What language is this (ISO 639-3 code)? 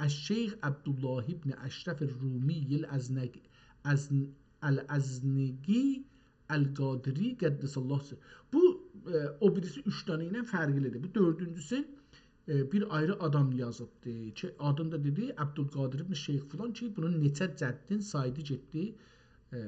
azb